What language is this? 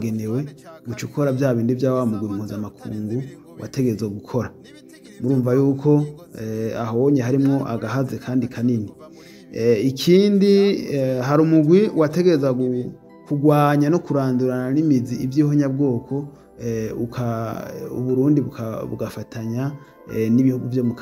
Rundi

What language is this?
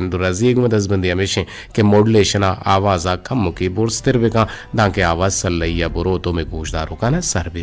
Eastern Balochi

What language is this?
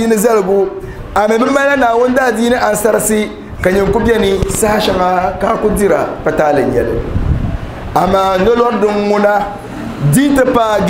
Dagbani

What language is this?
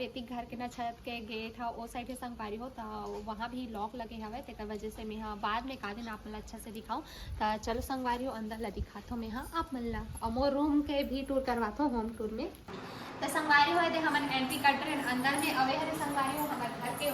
Chhattisgarhi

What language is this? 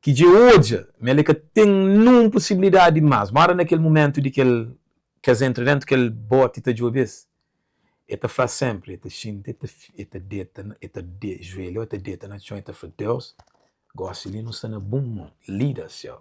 Kabuverdianu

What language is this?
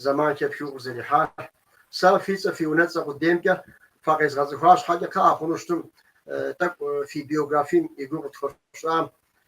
Kabardian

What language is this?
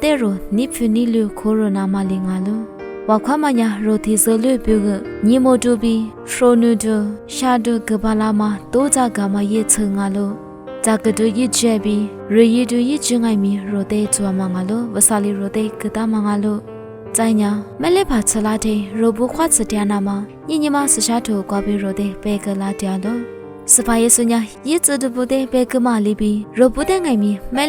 Lisu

